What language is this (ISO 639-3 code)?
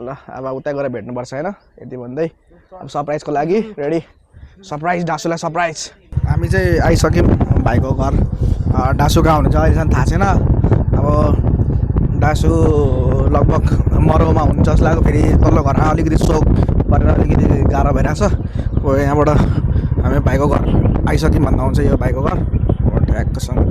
nep